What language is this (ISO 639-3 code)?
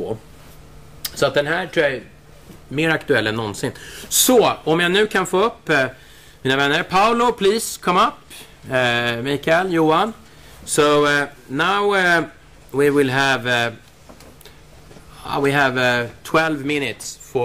swe